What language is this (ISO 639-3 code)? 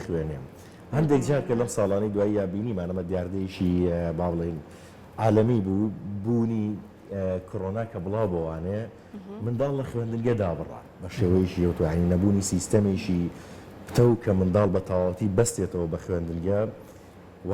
ckb